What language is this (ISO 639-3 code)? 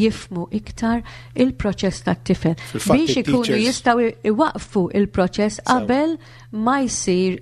mlt